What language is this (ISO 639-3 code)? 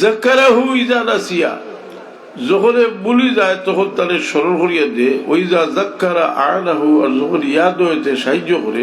syl